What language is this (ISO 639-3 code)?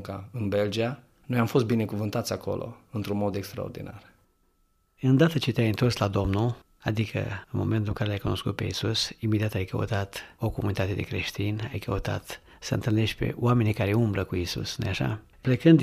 ron